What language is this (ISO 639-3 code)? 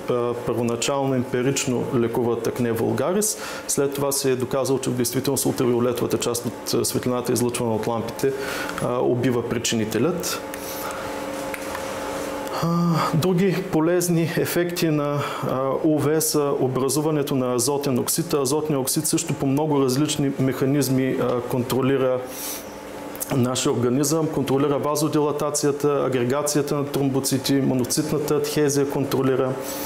bul